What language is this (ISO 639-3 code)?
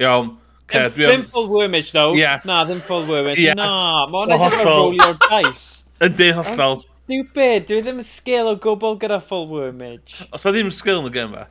cym